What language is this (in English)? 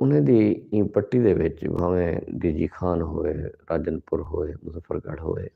Saraiki